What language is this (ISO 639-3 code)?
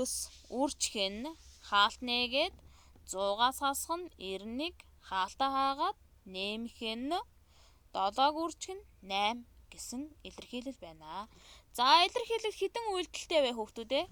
mon